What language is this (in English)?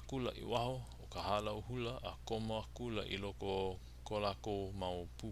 Hawaiian